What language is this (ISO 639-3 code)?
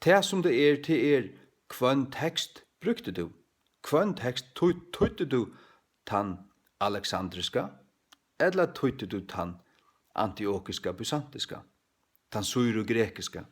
fao